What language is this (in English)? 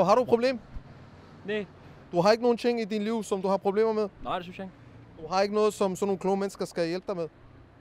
Danish